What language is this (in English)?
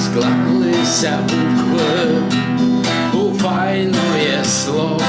Rusyn